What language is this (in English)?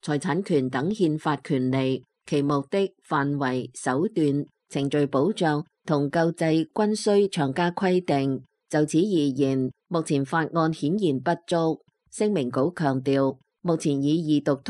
Cantonese